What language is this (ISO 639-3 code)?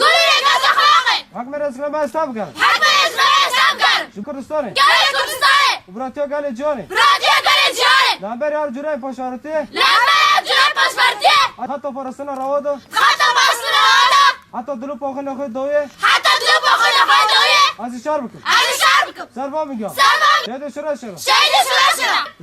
kur